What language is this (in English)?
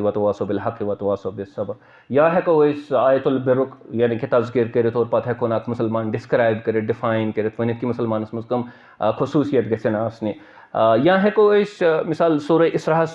Kashmiri